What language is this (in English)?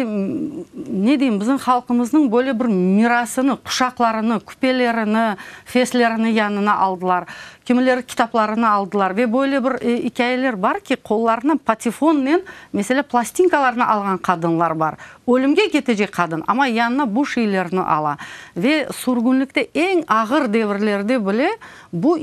Crimean Tatar